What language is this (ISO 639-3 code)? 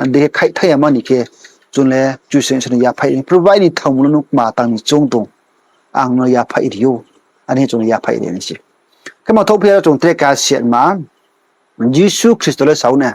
ria